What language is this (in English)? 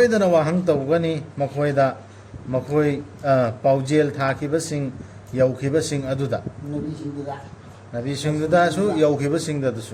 Manipuri